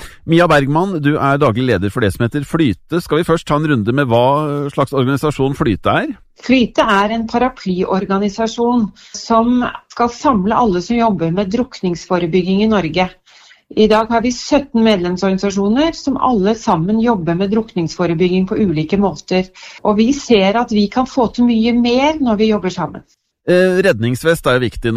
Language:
Norwegian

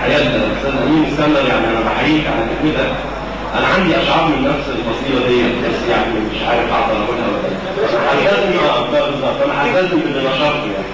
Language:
Egyptian Arabic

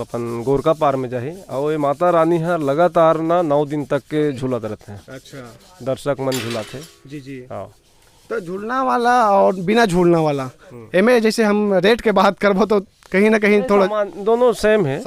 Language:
Chhattisgarhi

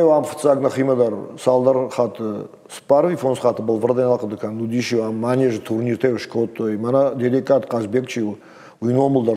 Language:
Ossetic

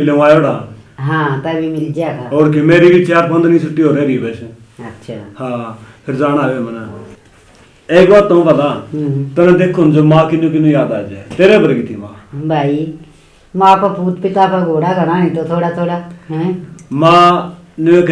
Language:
Haryanvi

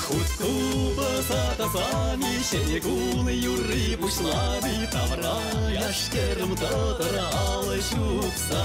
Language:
Chuvash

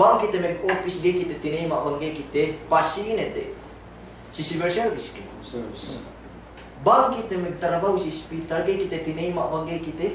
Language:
Yakan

